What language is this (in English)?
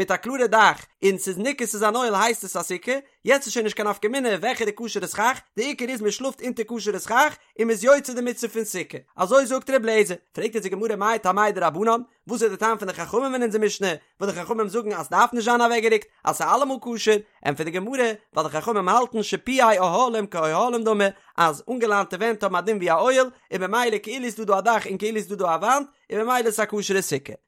Yiddish